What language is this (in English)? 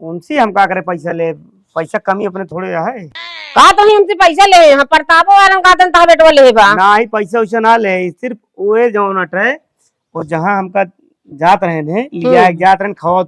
Awadhi